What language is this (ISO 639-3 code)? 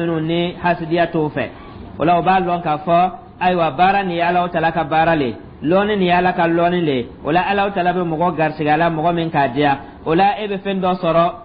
dyu